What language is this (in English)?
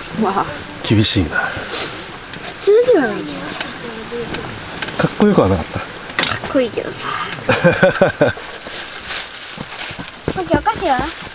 Japanese